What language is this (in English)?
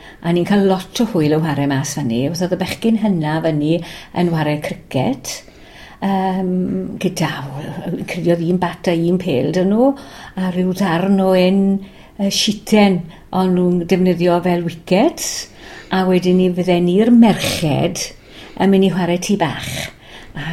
Welsh